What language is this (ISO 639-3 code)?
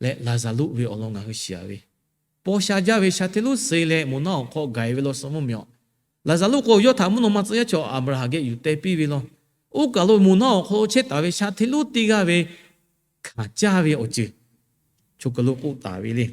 lhu